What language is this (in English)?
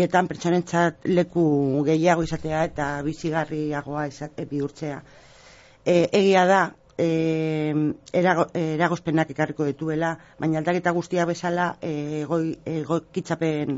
Basque